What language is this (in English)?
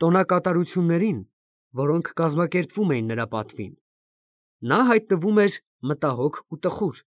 Armenian